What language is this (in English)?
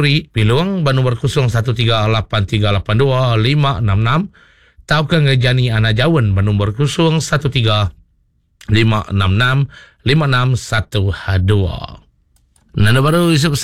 Iban